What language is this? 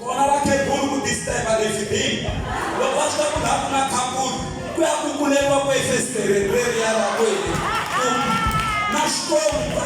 Tsonga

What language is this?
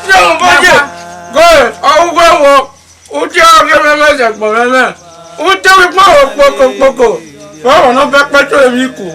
Bini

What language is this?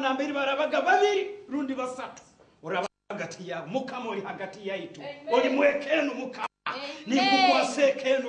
Nyoro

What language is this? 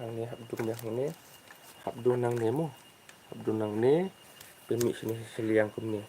Khasi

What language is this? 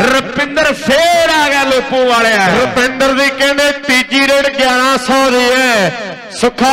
Punjabi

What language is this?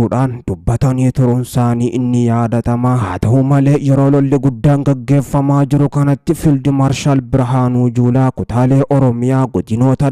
Oromo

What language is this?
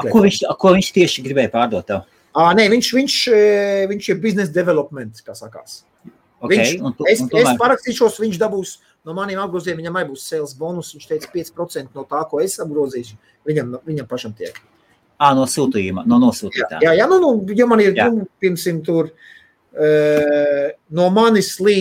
Latvian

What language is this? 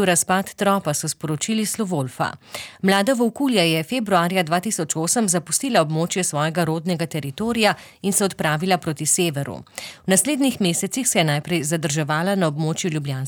Slovenian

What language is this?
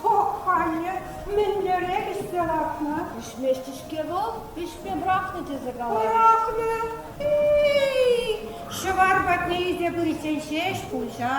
Chuvash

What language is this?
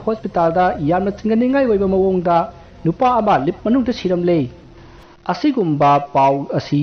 Manipuri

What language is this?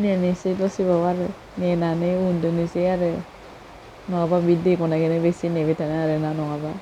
Bodo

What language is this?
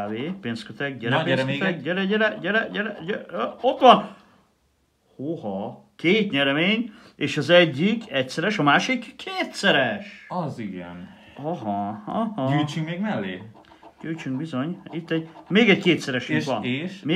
Hungarian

